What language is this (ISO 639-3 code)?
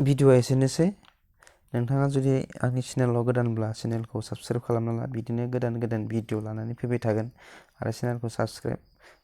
brx